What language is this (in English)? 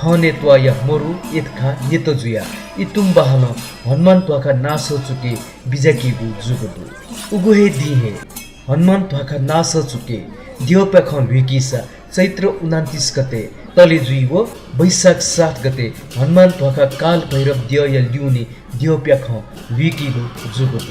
Newari